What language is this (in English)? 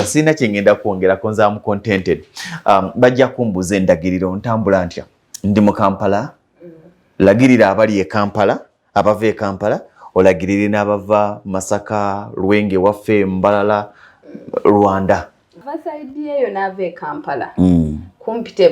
Ganda